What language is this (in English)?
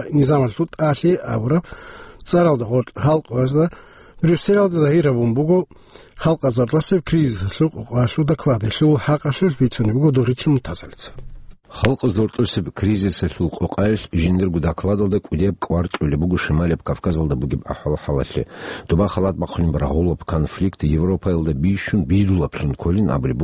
Avaric